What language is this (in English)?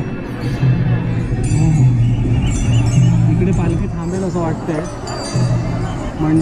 Marathi